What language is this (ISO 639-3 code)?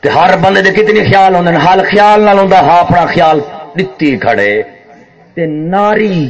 skr